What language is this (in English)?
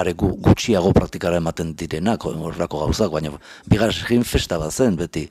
Basque